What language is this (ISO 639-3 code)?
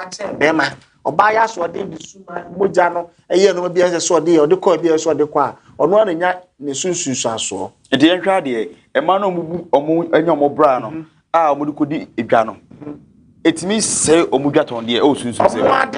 aka